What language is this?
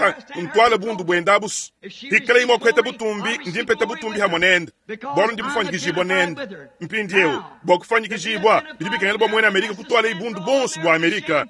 Luba-Lulua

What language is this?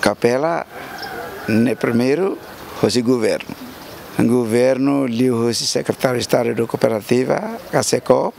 Tetum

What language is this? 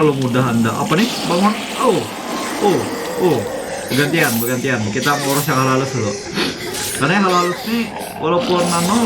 Banjar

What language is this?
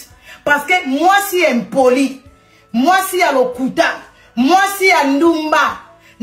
Lingala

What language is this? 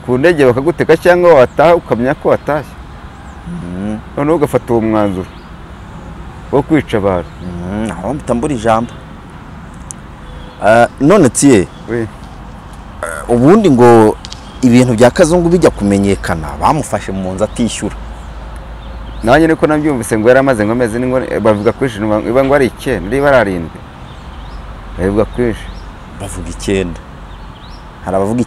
Kinyarwanda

